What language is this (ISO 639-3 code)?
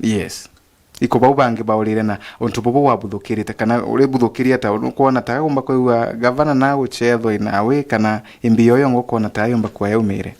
mer